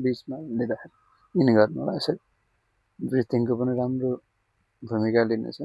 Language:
Nepali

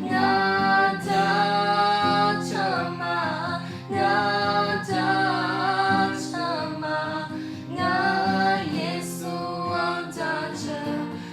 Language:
Akha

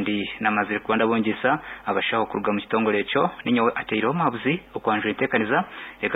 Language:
Nyankole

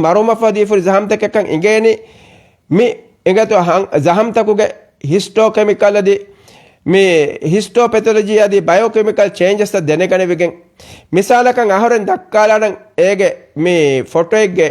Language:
Divehi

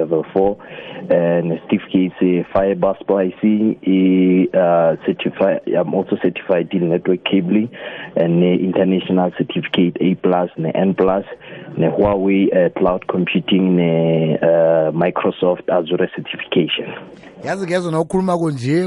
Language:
South Ndebele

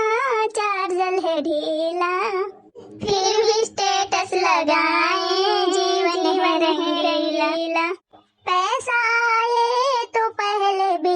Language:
Awadhi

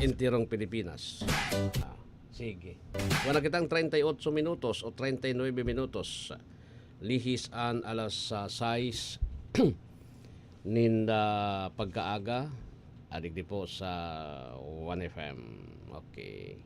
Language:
Bikol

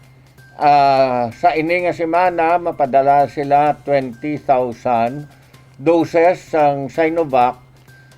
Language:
Hiligaynon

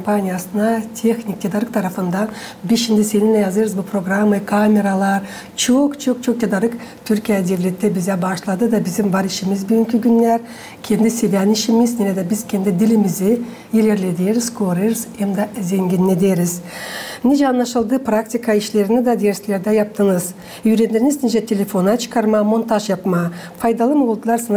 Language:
Gagauz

